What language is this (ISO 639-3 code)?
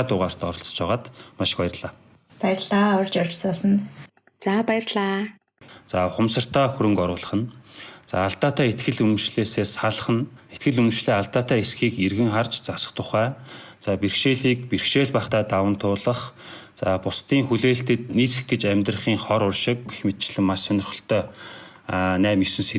mon